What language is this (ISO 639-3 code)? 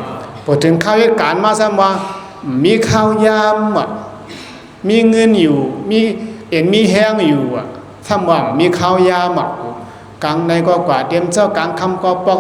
shn